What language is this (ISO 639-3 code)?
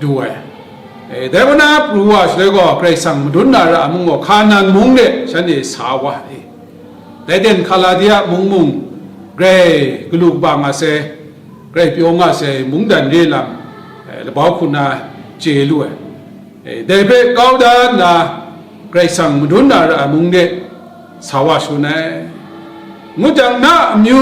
kac